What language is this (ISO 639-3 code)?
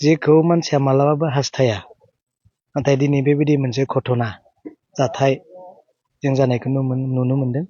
brx